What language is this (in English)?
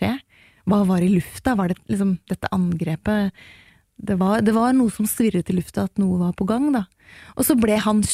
Norwegian